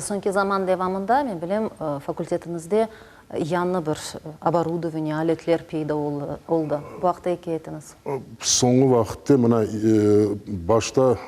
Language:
Crimean Tatar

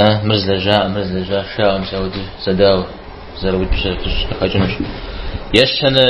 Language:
Kabardian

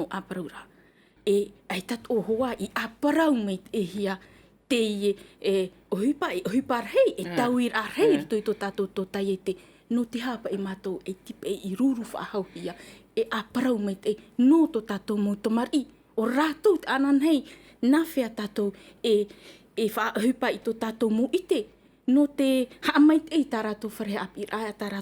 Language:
Tahitian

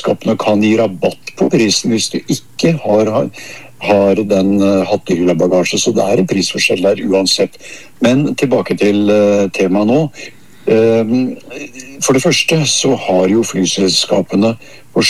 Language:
Norwegian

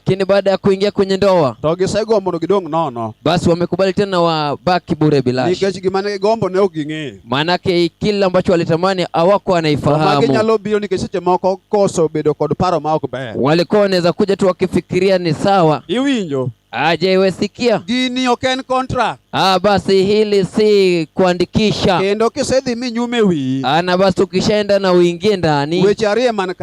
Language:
Swahili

